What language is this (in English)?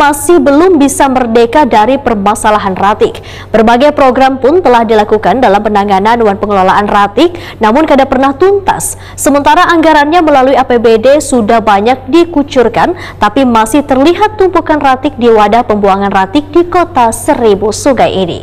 Banjar